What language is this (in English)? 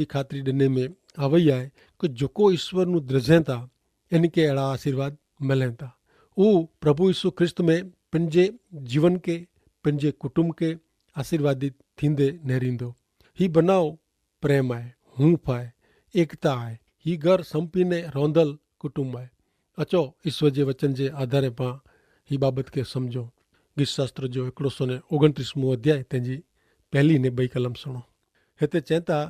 Kachhi